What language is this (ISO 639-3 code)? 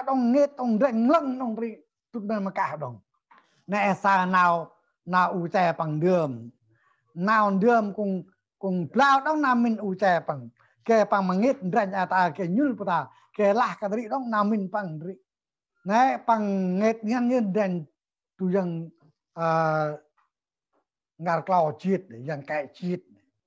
cmo